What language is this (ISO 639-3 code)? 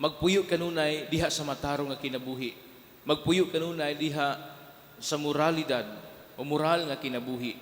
ceb